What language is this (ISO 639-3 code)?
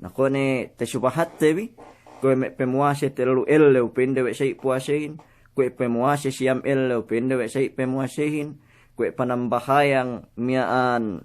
yka